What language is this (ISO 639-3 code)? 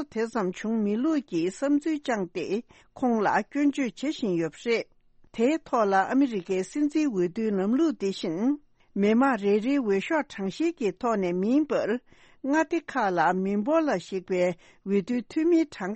bod